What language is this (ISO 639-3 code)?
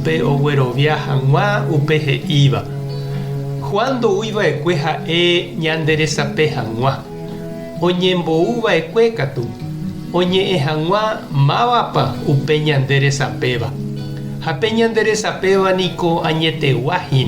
grn